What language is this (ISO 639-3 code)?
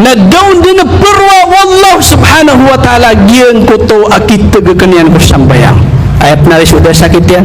mrw